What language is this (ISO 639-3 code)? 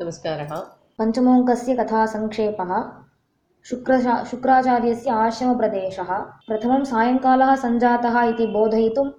san